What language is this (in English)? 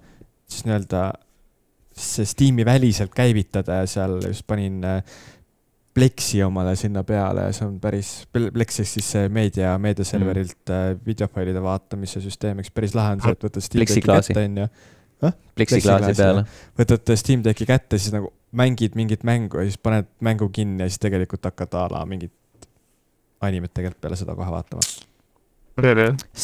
Estonian